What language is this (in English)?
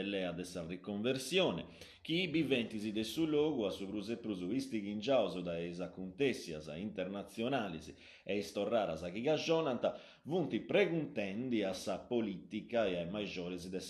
Sardinian